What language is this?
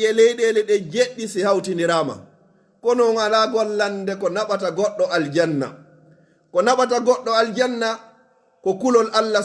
Pular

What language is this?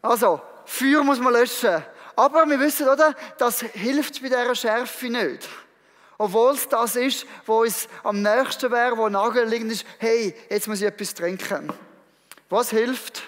Swiss German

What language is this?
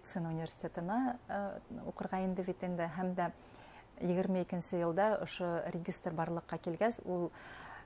Bashkir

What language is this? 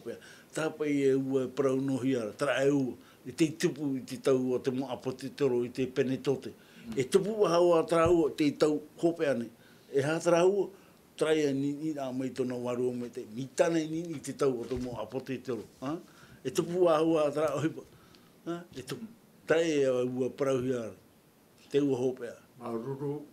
Tahitian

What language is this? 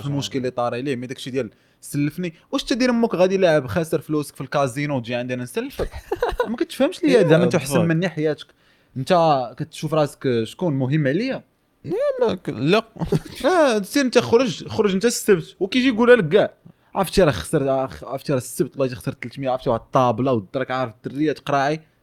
Moroccan Arabic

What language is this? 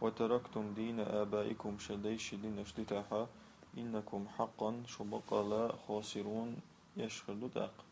Chechen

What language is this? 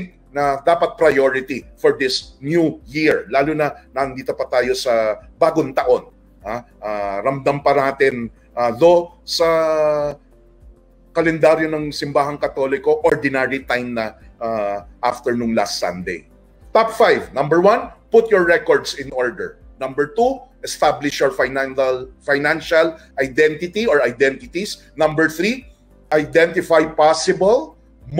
Filipino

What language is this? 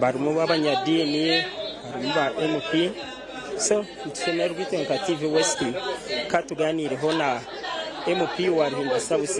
Nyankole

